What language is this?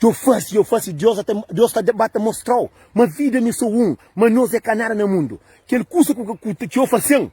Kabuverdianu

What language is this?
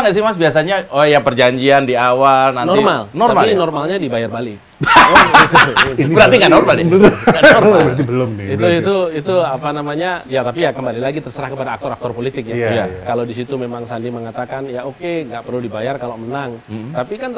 Indonesian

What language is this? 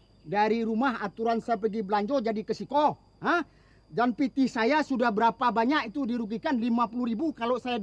Betawi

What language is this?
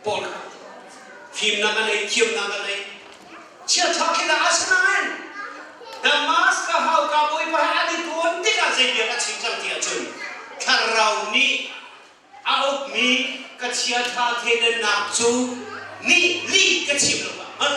Hakha Chin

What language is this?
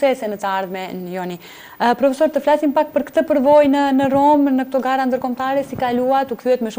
Albanian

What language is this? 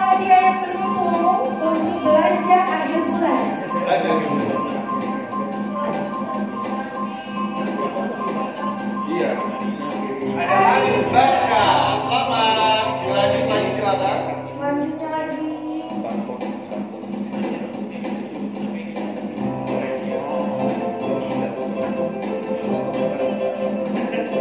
Indonesian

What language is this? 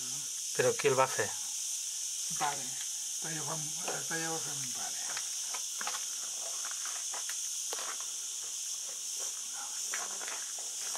Catalan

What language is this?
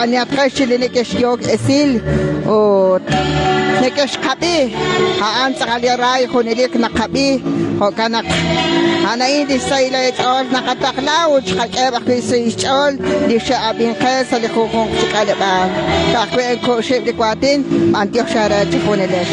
Kekchí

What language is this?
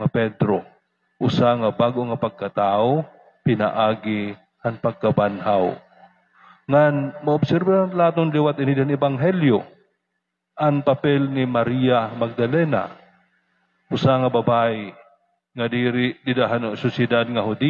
Waray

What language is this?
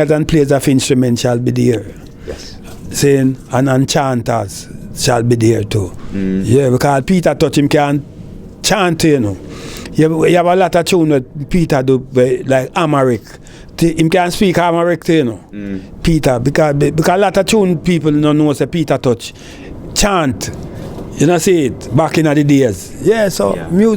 Jamaican Creole English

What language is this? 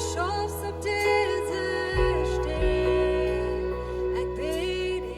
Plautdietsch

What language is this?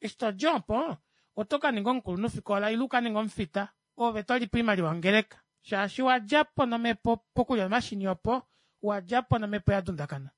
Kuanyama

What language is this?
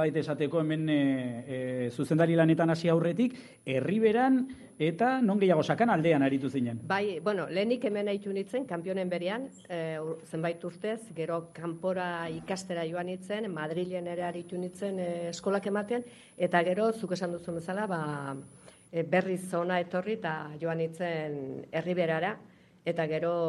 Basque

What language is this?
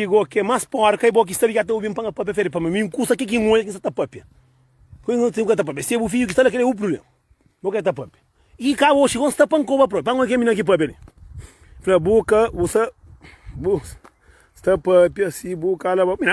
Kabuverdianu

